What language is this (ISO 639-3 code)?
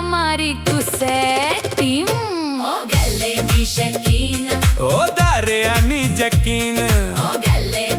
doi